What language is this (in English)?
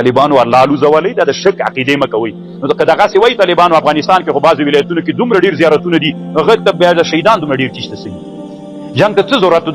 Pashto